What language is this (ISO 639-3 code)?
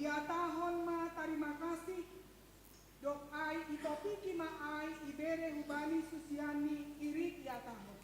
bts